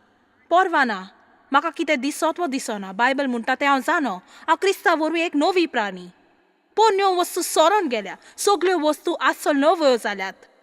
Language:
Konkani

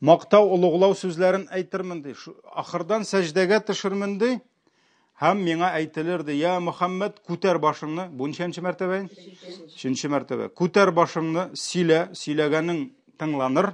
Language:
Tatar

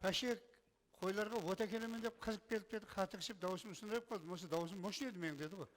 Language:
Kara-Kalpak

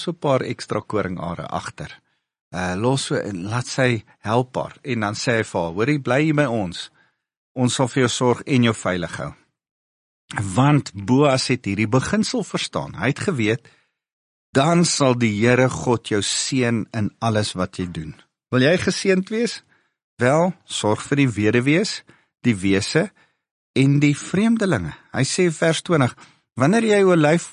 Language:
Afrikaans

